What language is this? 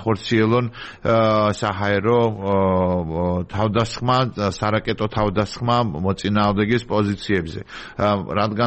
Georgian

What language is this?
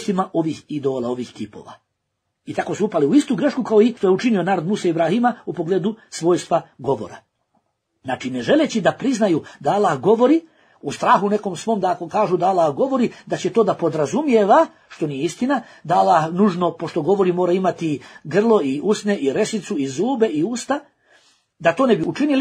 Bosnian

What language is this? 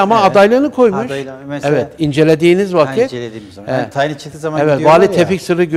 Turkish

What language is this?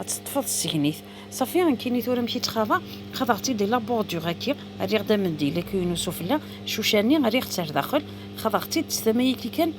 Kabyle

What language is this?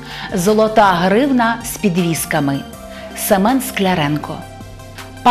Ukrainian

